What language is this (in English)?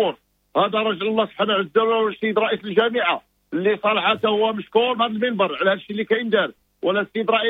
Moroccan Arabic